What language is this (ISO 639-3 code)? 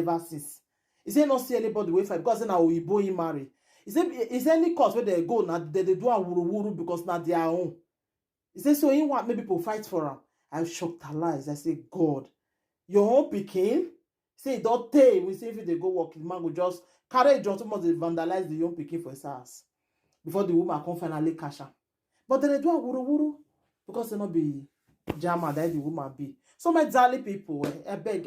pcm